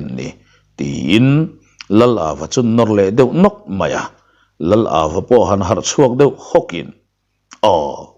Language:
Mizo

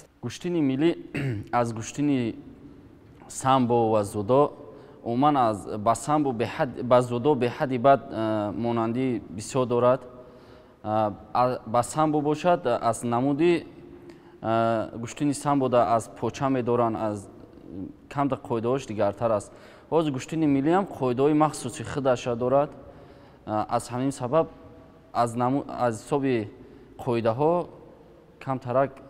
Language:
Tajik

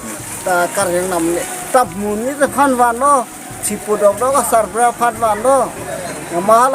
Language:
Karbi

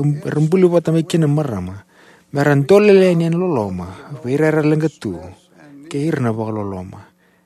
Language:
Fijian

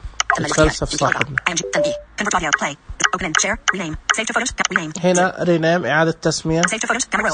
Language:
Najdi Arabic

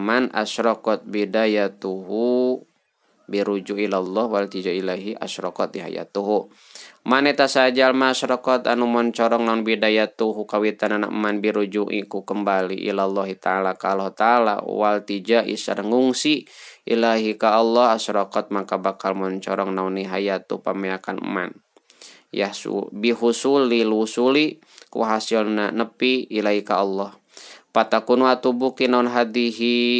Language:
Sundanese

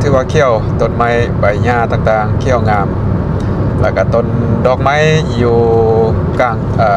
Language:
Lao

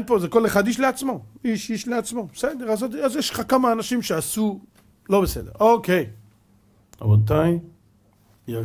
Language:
Hebrew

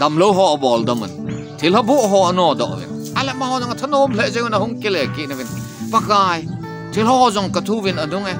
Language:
Thado Chin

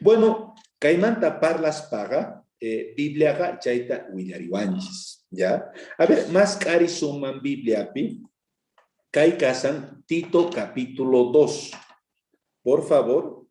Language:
South Bolivian Quechua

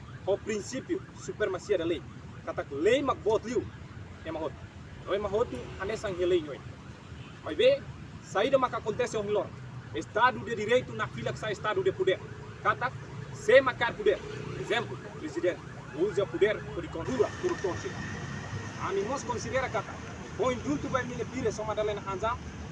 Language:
Tetum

